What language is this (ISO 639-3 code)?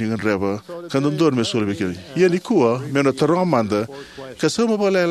fij